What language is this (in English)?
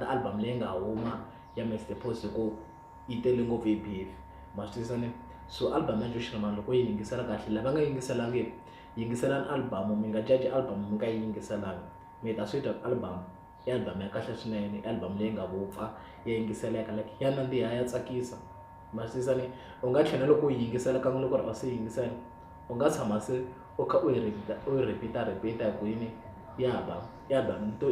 Tsonga